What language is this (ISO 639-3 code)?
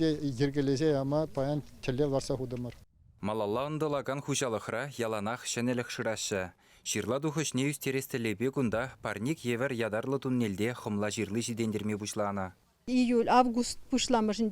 chv